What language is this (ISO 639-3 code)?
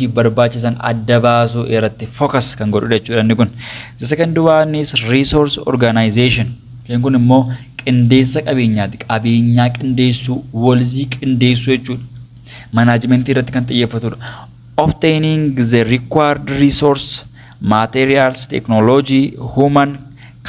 orm